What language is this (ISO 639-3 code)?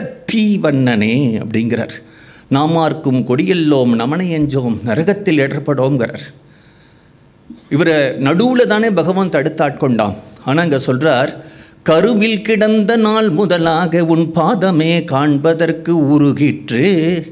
tam